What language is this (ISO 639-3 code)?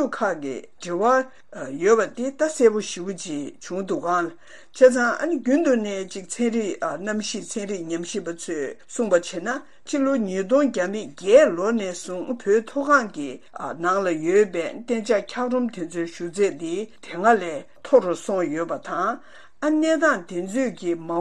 bod